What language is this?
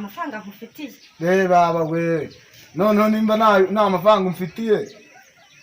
Kinyarwanda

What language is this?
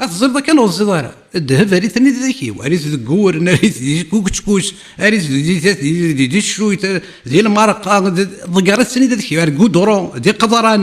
Kabyle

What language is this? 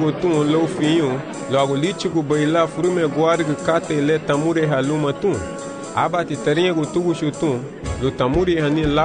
Garifuna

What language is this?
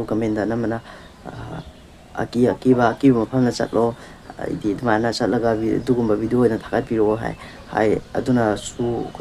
Manipuri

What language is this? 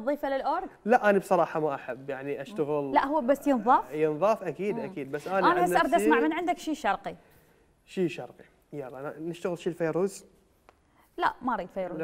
Mesopotamian Arabic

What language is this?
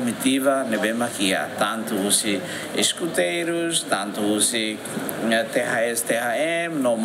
Tetum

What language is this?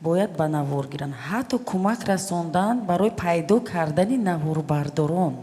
Tajik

